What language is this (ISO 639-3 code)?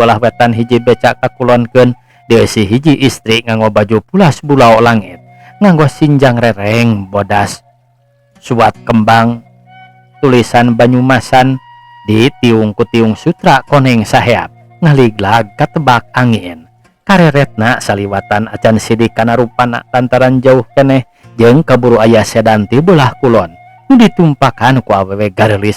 sun